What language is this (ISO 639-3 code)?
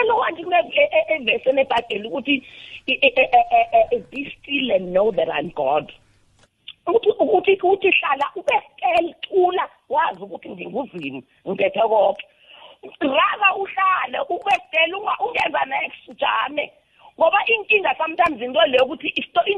nbl